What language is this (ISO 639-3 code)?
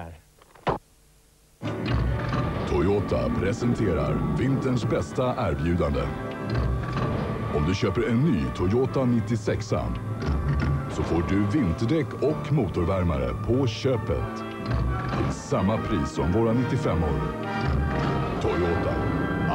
swe